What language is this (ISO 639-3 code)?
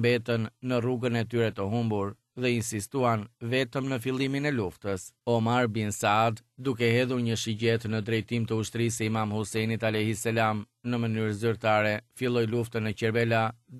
sqi